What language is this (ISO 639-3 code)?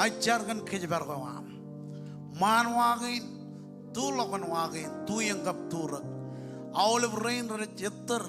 mah